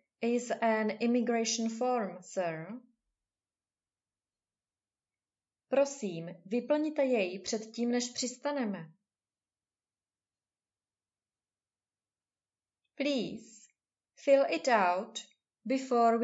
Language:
Czech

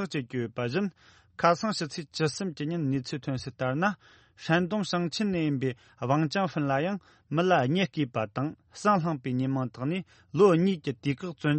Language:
Tibetan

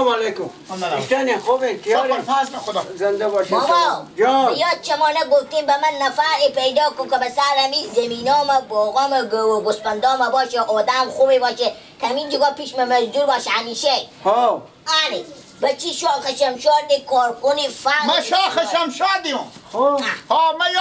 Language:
Persian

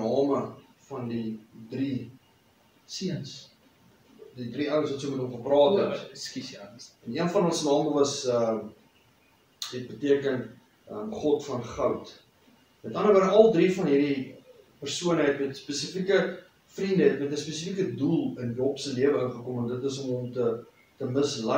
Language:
Afrikaans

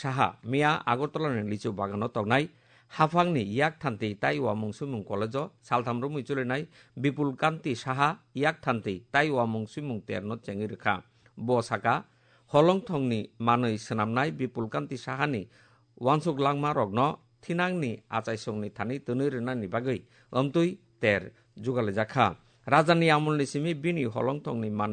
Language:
Kok Borok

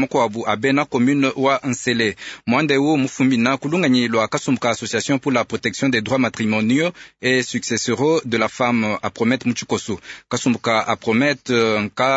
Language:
Luba-Lulua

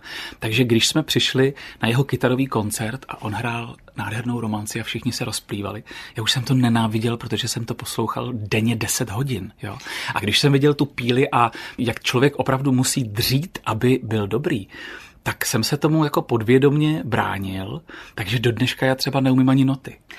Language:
Czech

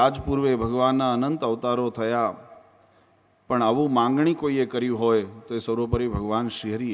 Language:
Gujarati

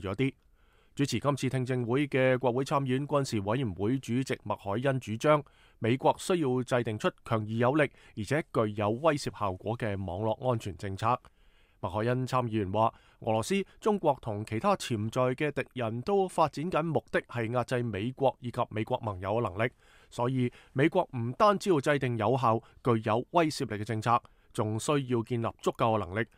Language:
Cantonese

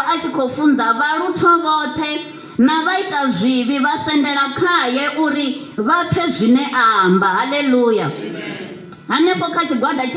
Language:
Venda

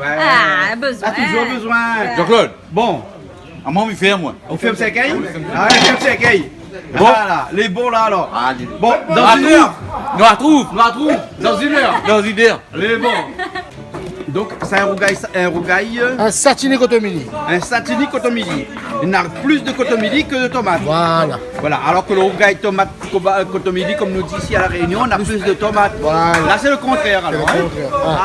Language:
Réunion Creole French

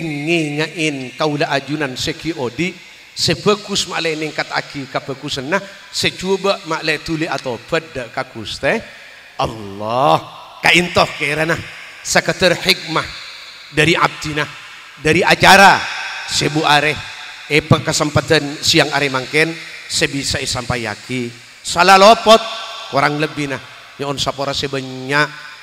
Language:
Madurese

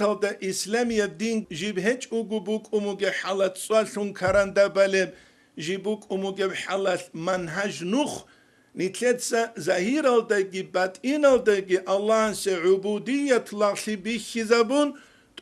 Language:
Avaric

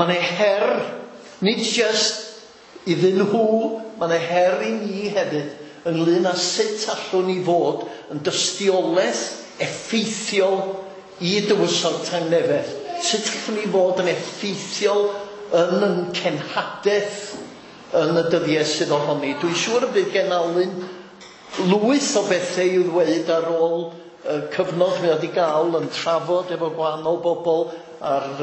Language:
Welsh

